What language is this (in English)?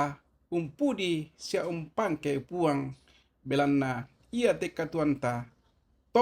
Toraja-Sa'dan